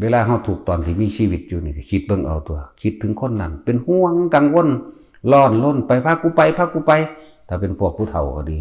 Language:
Lao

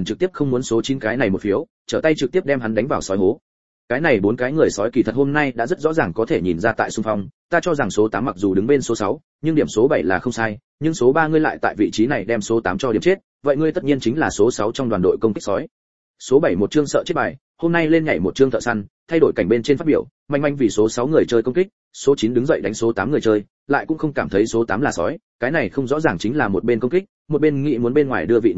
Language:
Vietnamese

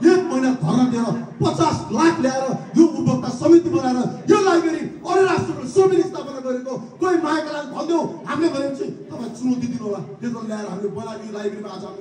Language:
Nepali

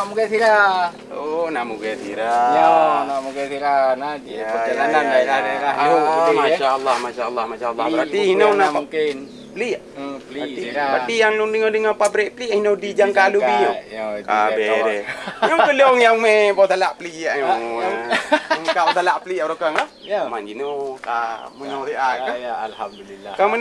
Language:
Achinese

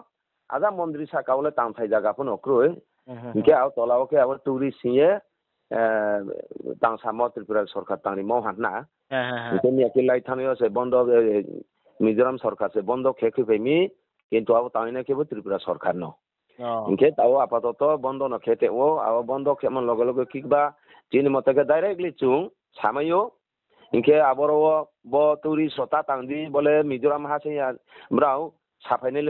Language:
Riang (India)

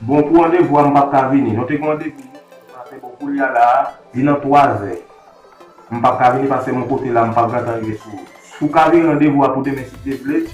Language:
Haitian Creole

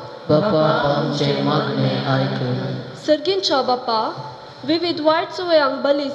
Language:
Konkani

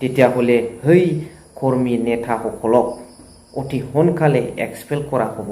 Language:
Bodo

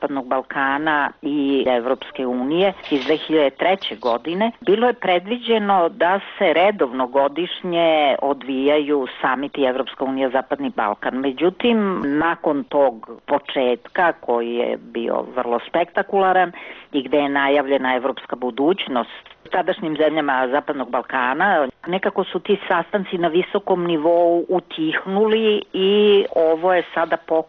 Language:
Serbian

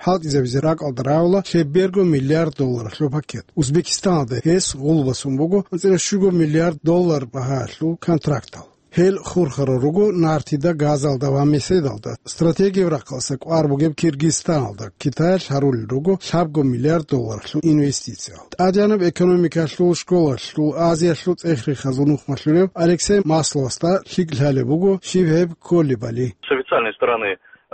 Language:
Avaric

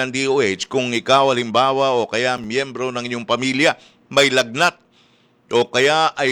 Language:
Filipino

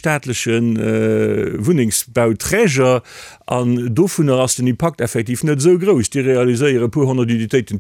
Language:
Luxembourgish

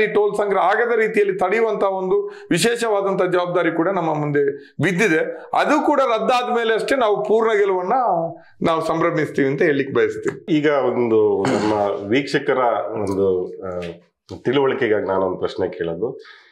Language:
Kannada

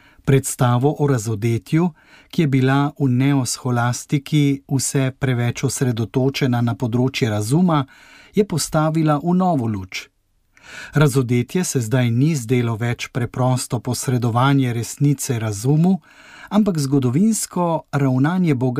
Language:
Slovenian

